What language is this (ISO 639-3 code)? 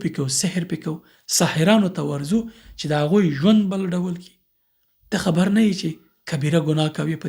pus